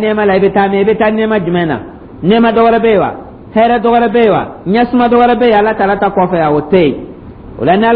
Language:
Dyula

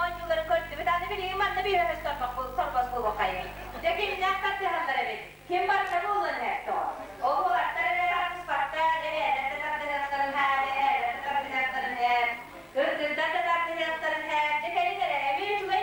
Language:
Yakut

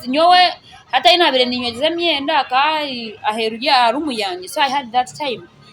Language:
Nyankole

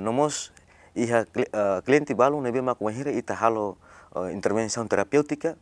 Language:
Tetum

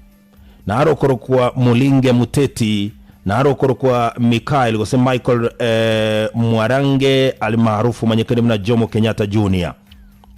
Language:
Gusii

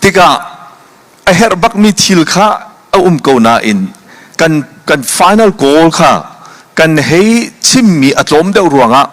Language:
Hakha Chin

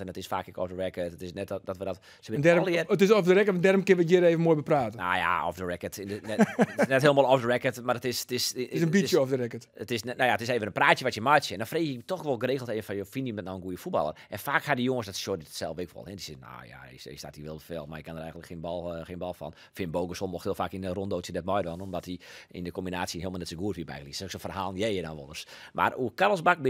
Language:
Western Frisian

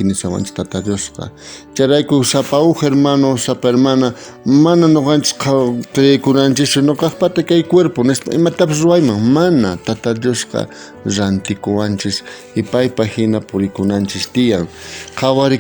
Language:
South Bolivian Quechua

